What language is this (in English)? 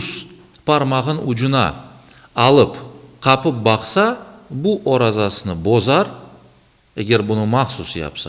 Crimean Tatar